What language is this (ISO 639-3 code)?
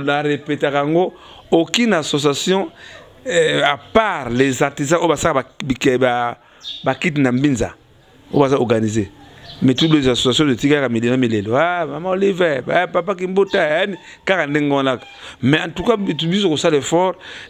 lin